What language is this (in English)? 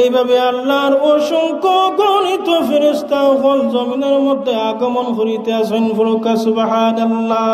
Sylheti